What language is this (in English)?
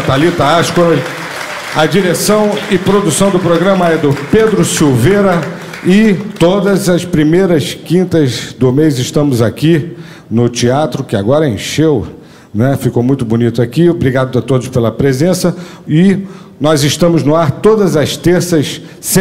Portuguese